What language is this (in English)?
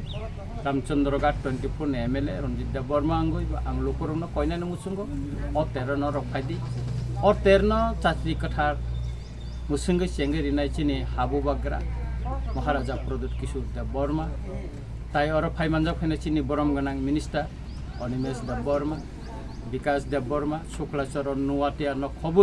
Kok Borok